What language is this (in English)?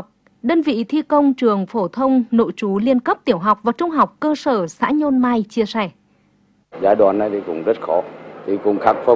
Vietnamese